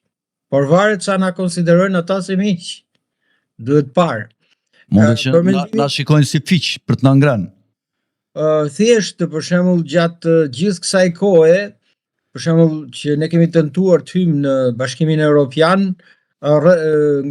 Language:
Albanian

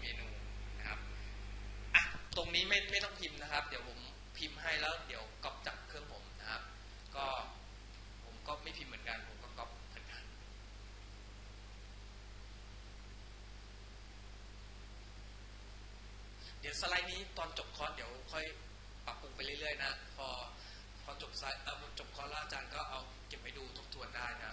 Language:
Thai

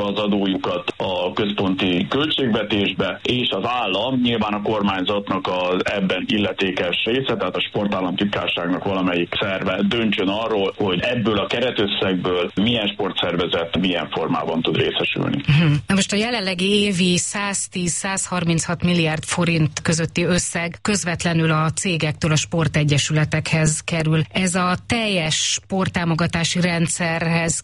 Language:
Hungarian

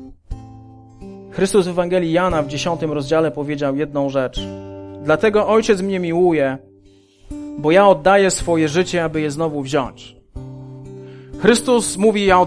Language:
Polish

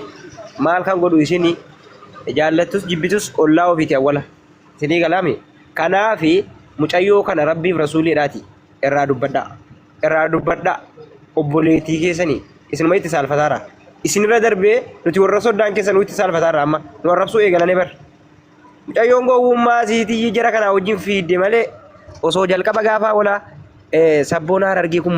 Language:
Oromo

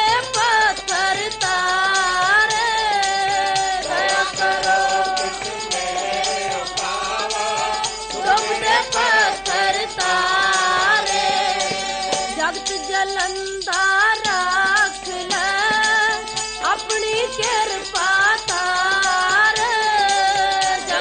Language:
Punjabi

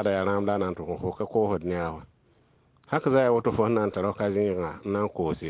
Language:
Mossi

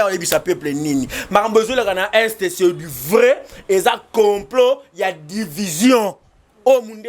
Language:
Lingala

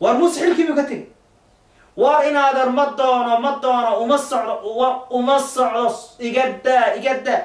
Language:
Somali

